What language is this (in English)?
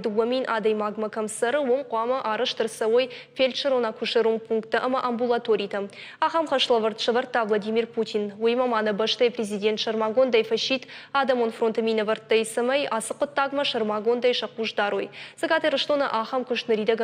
Ossetic